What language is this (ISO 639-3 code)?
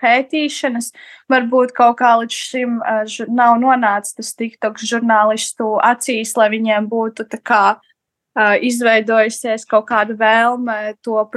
lav